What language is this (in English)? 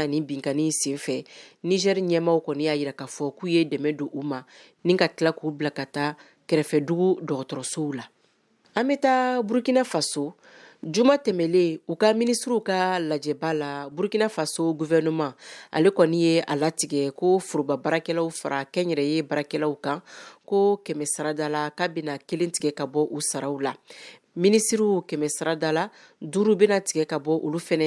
Bambara